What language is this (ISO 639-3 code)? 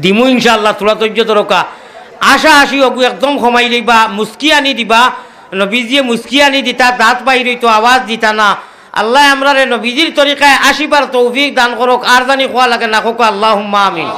syl